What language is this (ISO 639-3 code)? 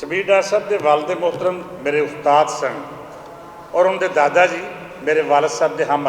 lah